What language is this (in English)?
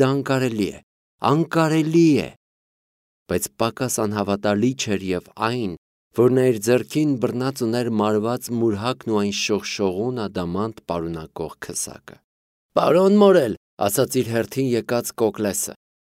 Armenian